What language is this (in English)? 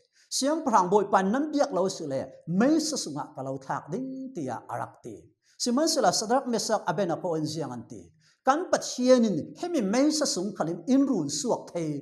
Falam Chin